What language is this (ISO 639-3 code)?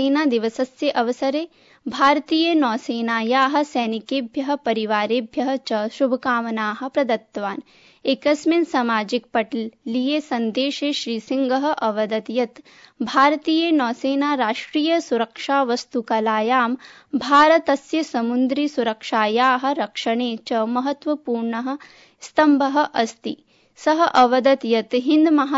san